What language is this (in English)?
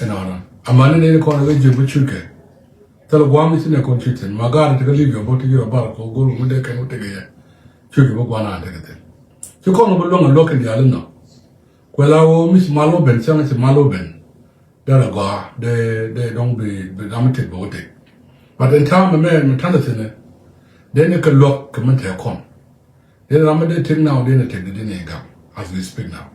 Nuer